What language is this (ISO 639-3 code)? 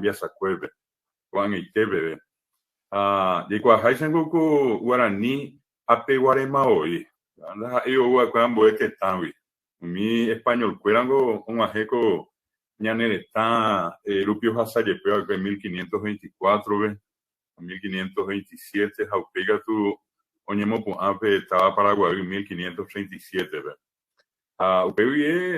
grn